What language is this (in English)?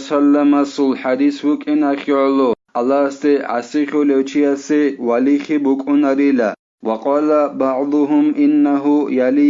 Avaric